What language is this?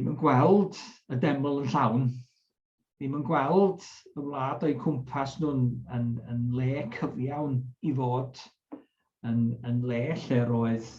Welsh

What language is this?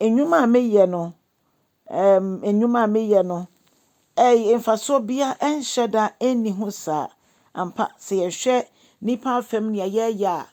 Akan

